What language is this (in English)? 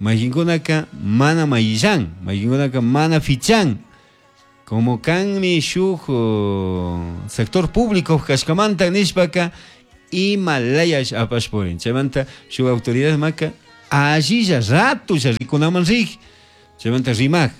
Chimborazo Highland Quichua